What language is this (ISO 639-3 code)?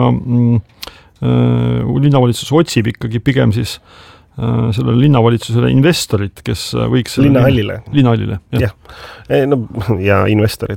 est